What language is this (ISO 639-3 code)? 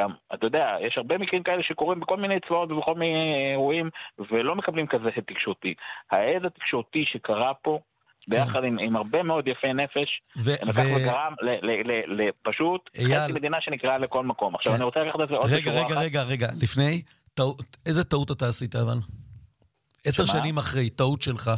heb